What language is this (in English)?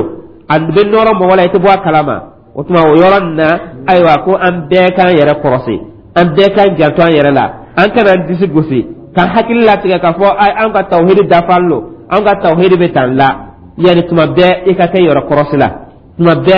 Dyula